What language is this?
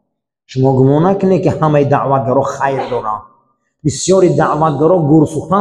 Persian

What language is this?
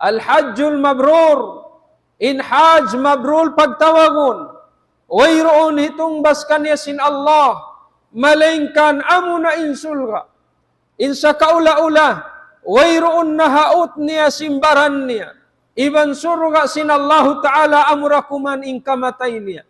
Tausug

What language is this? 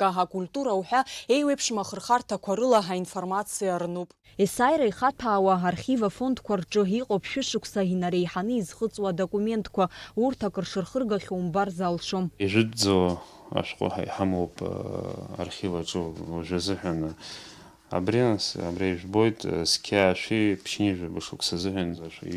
Abkhazian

